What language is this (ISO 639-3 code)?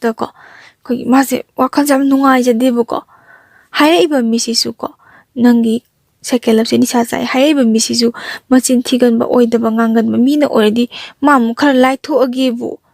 mni